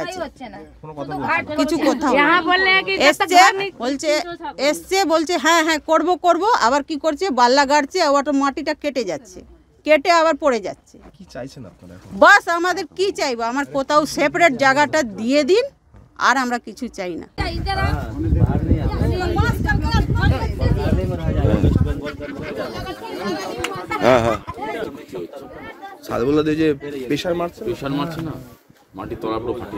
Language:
Bangla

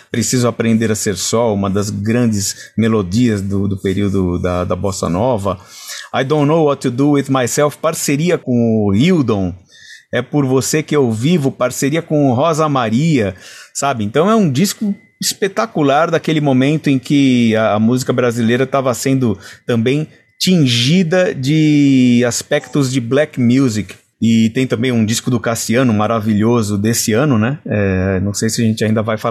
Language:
Portuguese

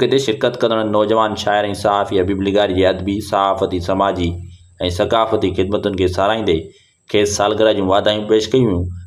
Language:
Sindhi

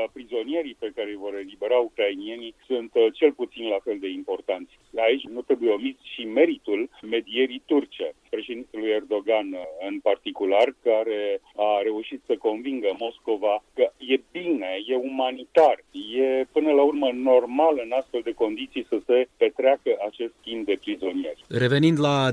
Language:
Romanian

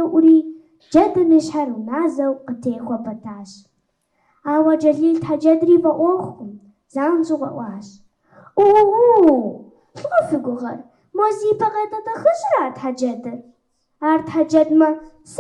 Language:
Kabardian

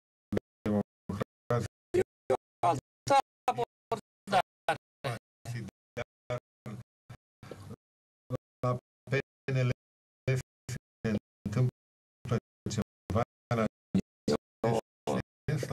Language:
Romanian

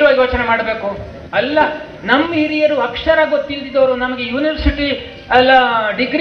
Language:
Kannada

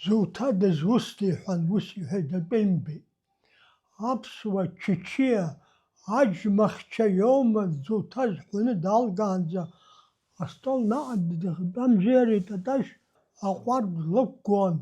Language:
Abkhazian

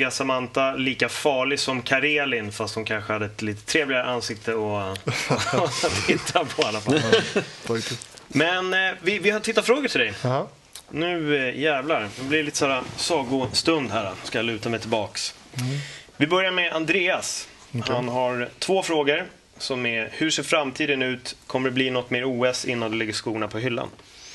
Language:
Swedish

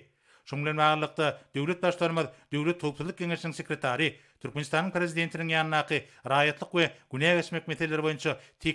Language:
Turkmen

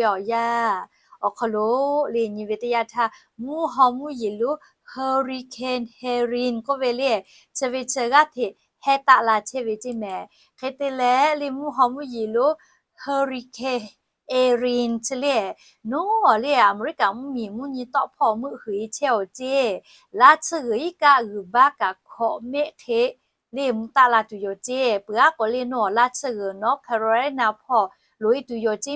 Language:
Lahu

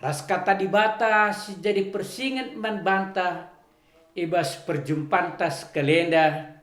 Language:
Batak Karo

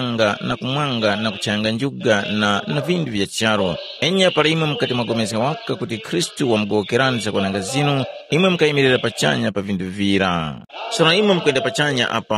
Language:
Tumbuka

